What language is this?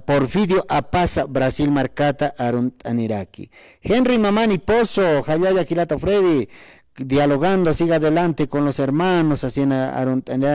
Aymara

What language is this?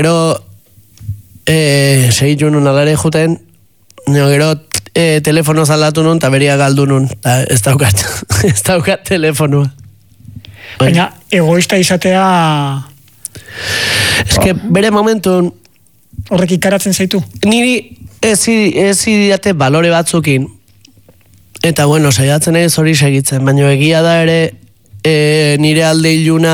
Basque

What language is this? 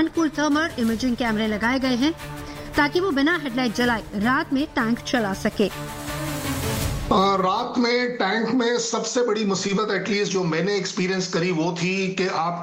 Hindi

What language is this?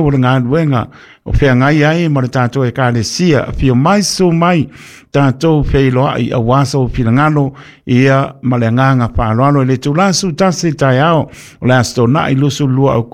Samoan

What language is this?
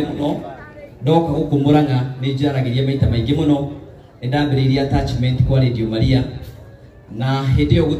Kikuyu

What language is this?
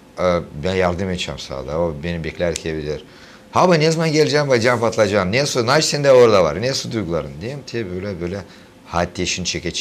Gagauz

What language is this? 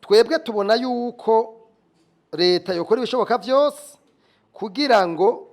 Rundi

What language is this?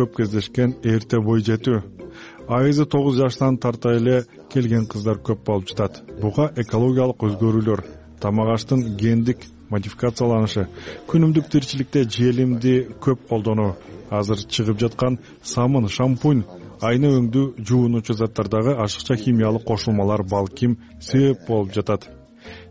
Kyrgyz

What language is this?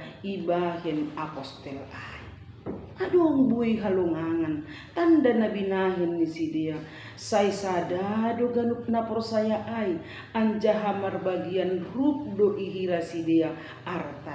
Batak Simalungun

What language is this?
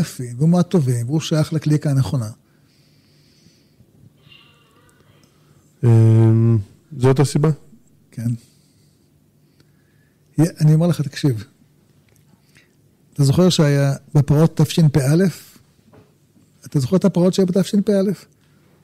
Hebrew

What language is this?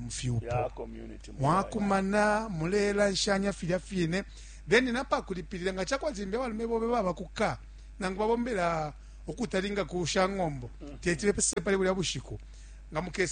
Bemba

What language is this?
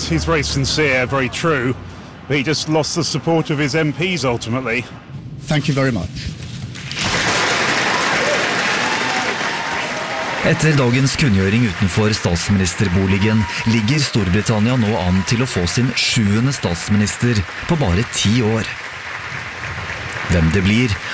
Norwegian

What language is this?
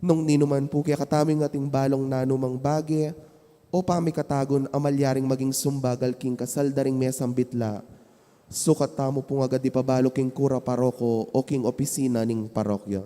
Pampanga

